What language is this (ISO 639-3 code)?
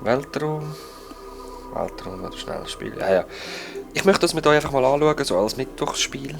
gsw